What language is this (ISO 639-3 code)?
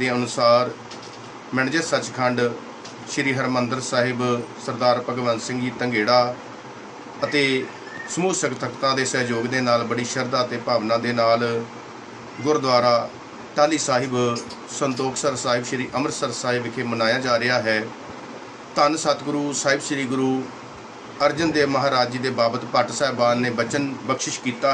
pan